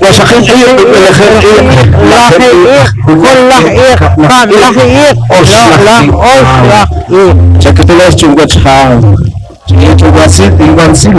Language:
Poqomchi'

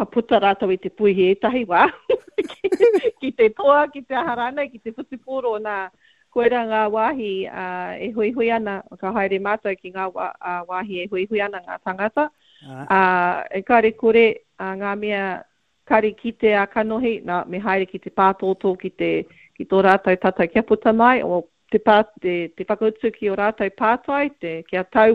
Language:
Māori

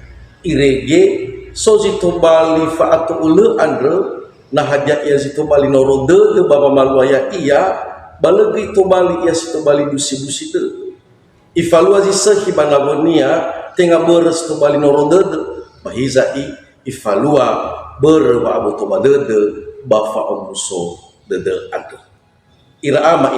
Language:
Nias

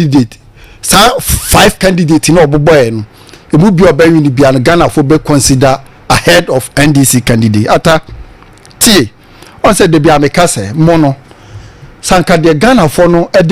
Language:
Akan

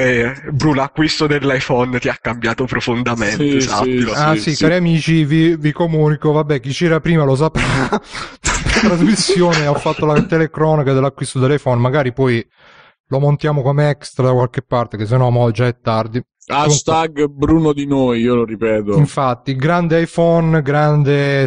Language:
Italian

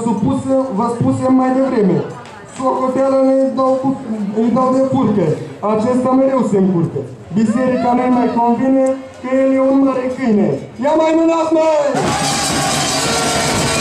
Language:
Romanian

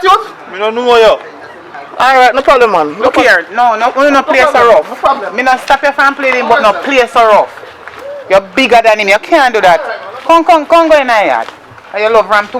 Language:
Jamaican Creole English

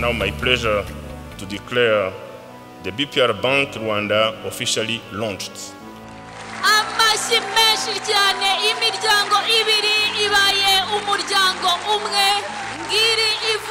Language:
Kinyarwanda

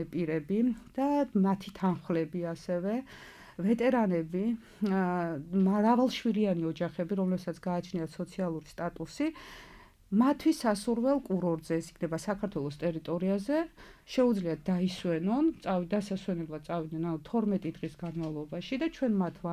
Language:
Georgian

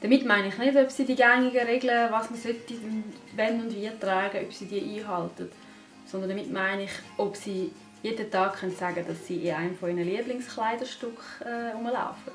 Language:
Swiss German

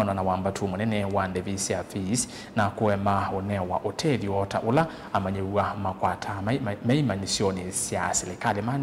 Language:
Kamba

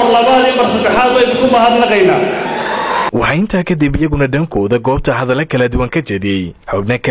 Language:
Somali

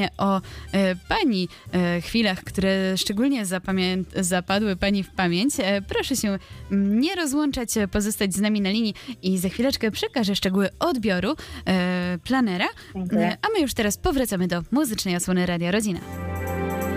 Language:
Polish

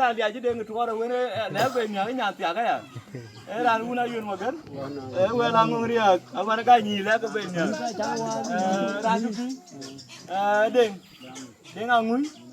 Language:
Dinka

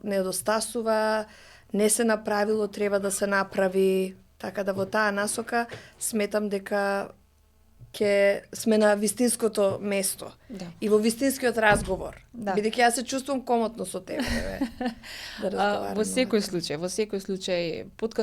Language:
Macedonian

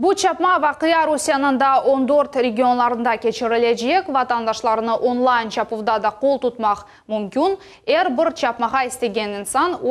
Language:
Crimean Tatar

